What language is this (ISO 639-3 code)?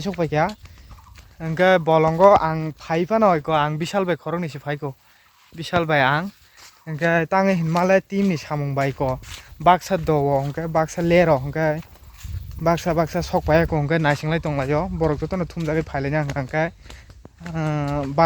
trp